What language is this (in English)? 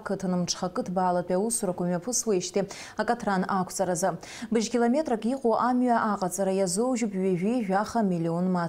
Abkhazian